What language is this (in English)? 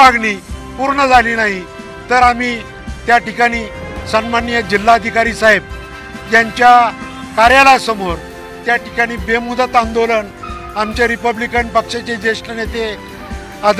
Marathi